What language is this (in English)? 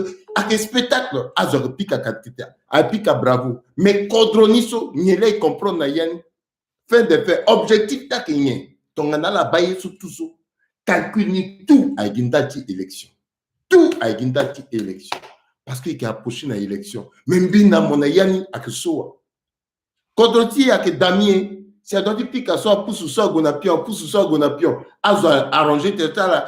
Sango